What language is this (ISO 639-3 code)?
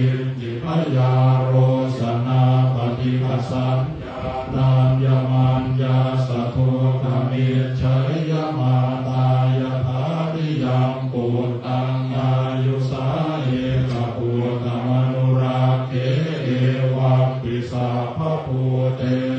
pli